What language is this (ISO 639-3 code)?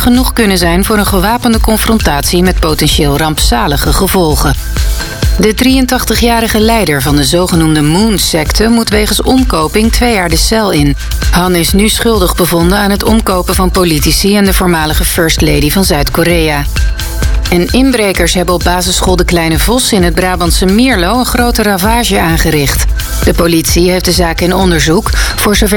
nld